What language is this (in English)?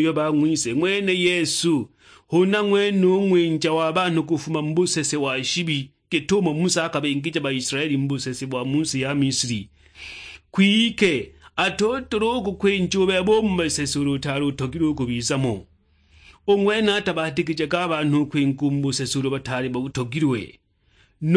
Sukuma